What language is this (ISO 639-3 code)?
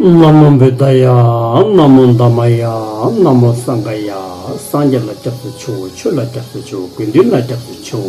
bod